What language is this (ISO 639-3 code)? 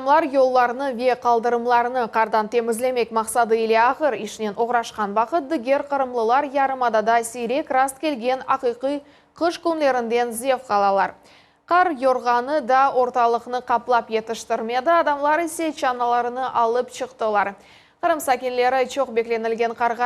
crh